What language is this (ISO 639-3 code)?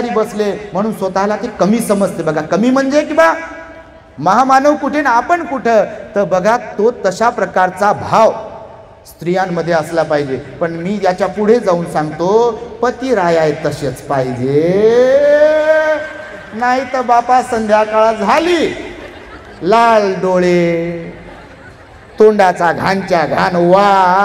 mar